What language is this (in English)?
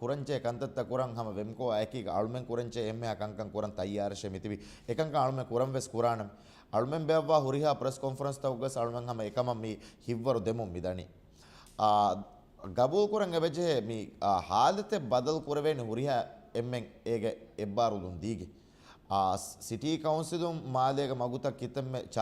Divehi